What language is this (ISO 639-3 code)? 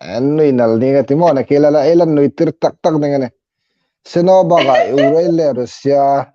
hmr